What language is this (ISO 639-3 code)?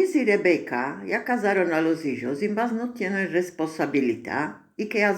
lad